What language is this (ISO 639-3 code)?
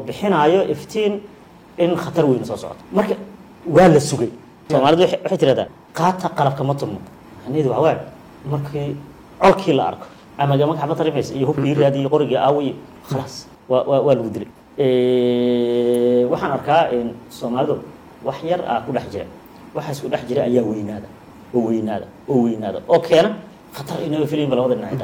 som